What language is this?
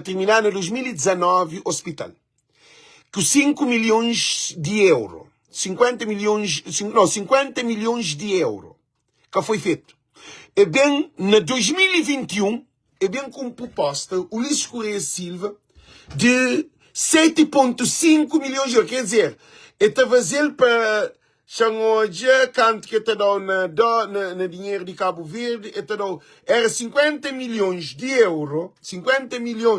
Kabuverdianu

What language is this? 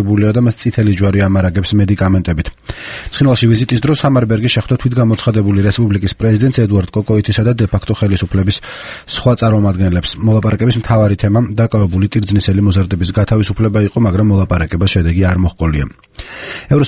Georgian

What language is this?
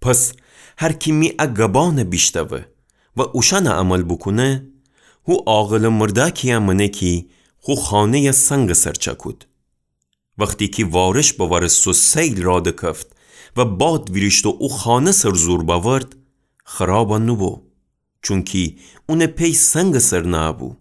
Gilaki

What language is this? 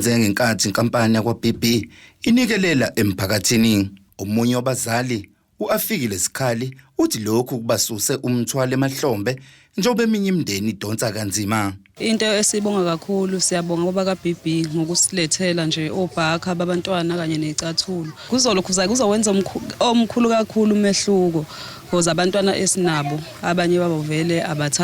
Zulu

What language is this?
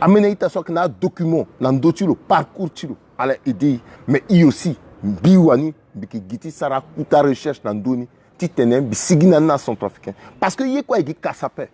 Sango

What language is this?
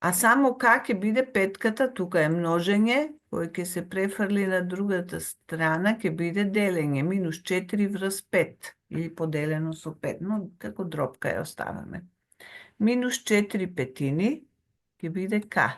Macedonian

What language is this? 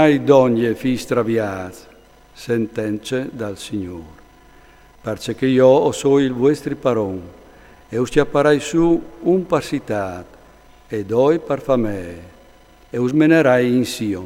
Friulian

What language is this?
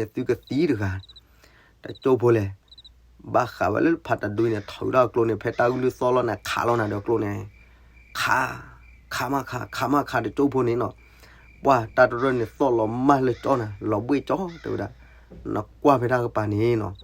S'gaw Karen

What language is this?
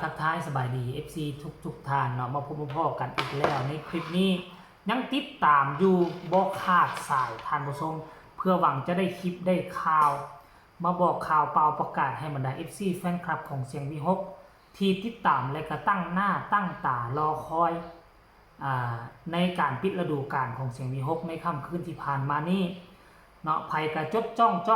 Northeastern Thai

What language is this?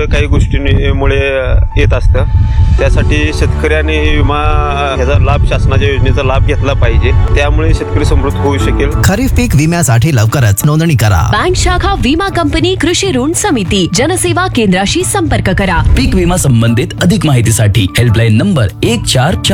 Marathi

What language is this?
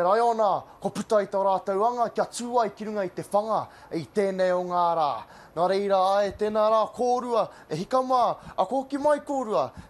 Māori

